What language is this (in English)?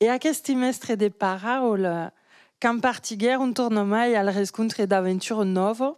Occitan